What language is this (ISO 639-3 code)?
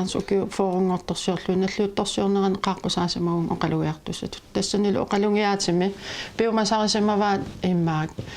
kal